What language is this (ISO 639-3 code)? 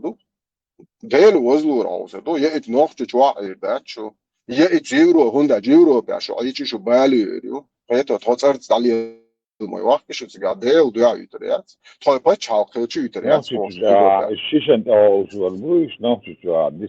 che